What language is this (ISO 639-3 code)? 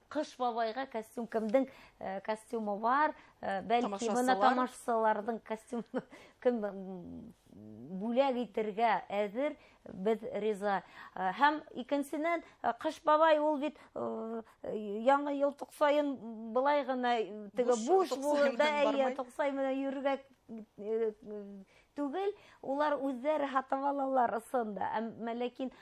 bak